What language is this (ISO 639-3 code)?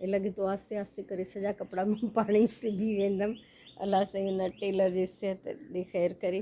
snd